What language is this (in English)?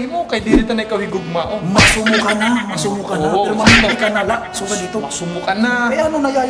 Waray